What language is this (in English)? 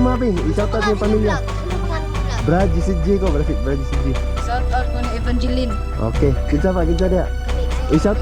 Cebuano